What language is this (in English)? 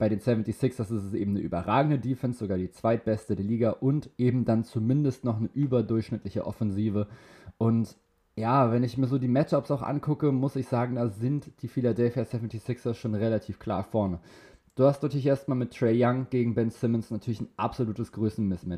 German